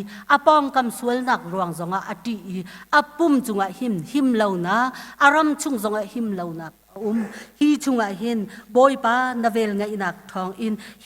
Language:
Hakha Chin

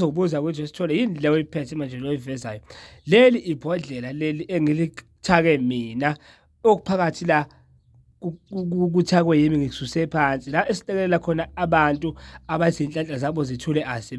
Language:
Zulu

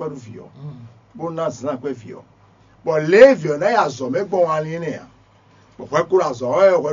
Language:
Fon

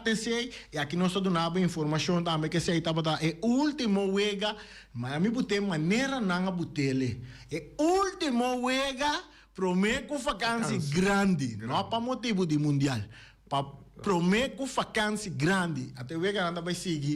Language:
Papiamento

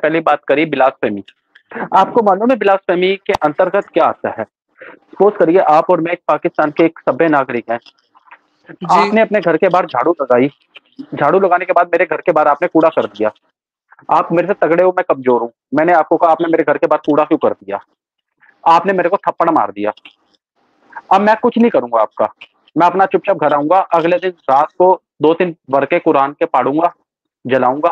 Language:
Urdu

